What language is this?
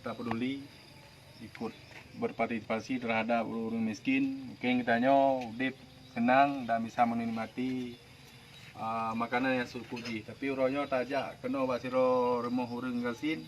Achinese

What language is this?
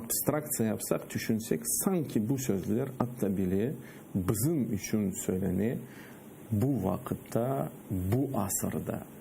Crimean Tatar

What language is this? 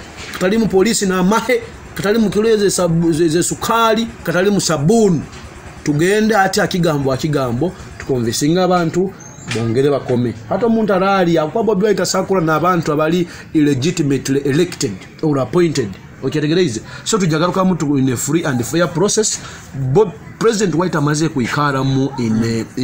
Nyoro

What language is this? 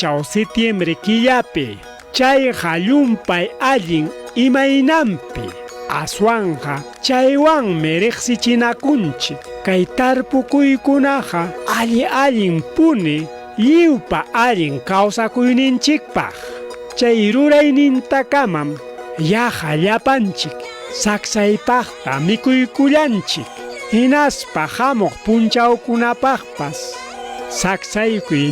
Ayacucho Quechua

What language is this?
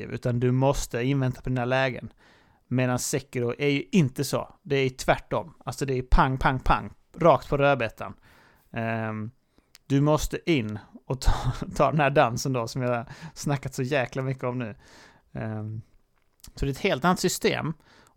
Swedish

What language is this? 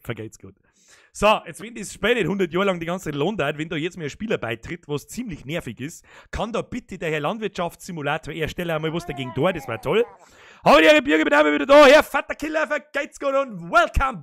Bavarian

